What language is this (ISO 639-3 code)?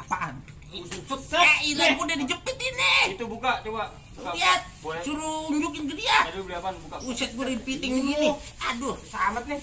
bew